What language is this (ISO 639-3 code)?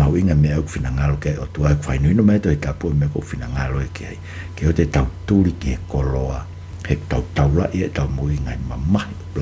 ton